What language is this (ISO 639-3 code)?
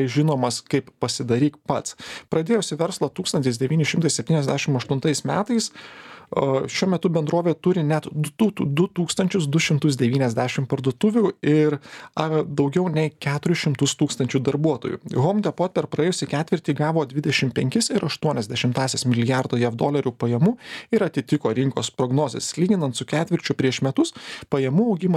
lit